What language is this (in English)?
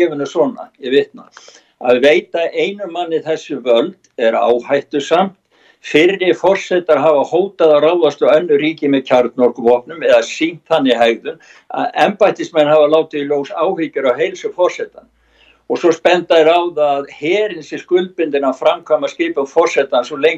Icelandic